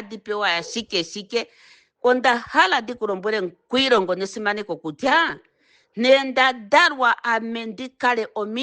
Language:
Ndonga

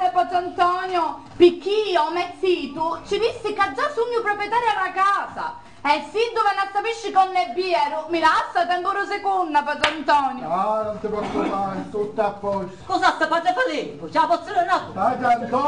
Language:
Sicilian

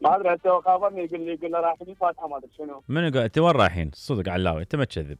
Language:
Mesopotamian Arabic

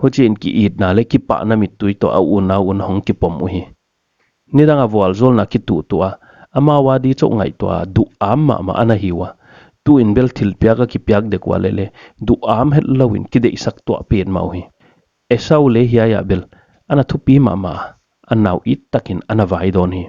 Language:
Paite Chin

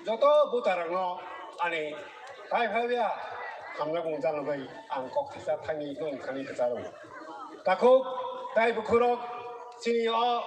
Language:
Kok Borok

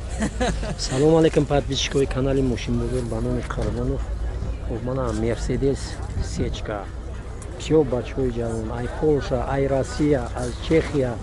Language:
Tajik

